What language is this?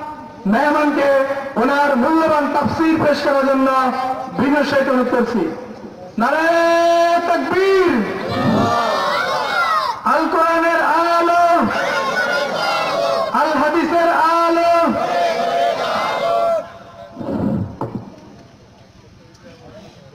Bangla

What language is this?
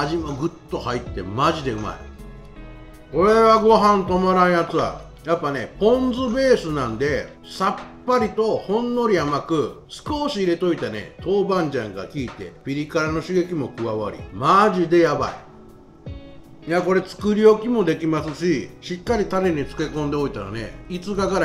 Japanese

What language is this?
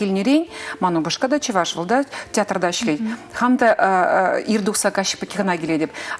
Chuvash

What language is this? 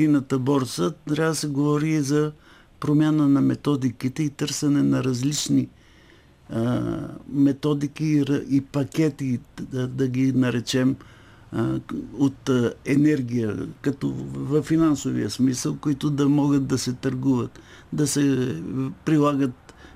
Bulgarian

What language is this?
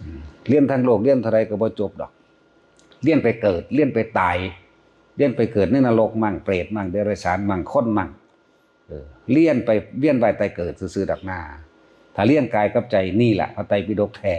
Northeastern Thai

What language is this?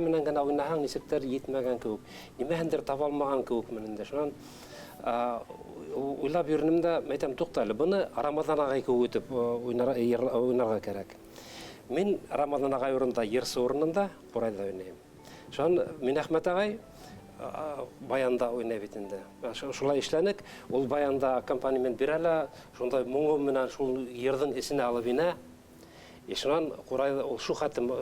Bashkir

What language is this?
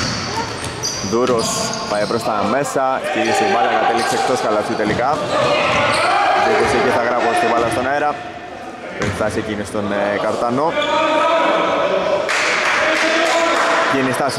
Greek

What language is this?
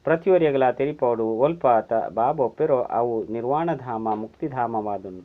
Tulu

